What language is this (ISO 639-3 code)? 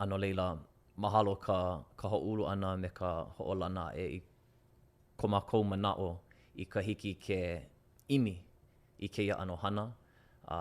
haw